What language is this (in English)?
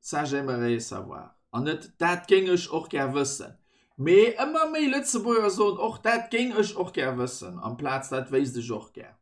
Luxembourgish